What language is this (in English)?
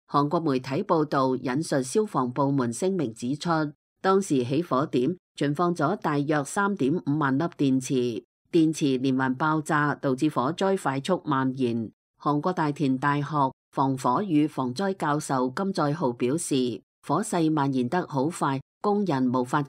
Cantonese